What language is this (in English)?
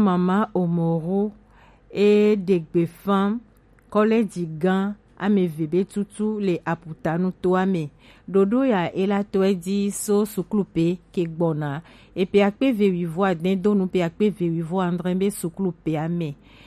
Gen